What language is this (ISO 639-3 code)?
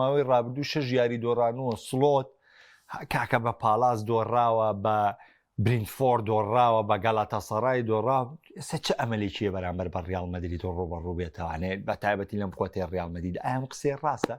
ckb